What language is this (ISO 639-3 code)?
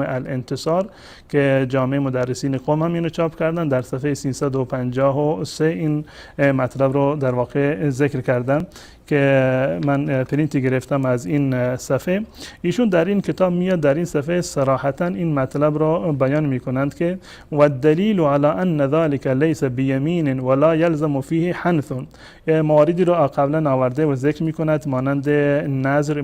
fas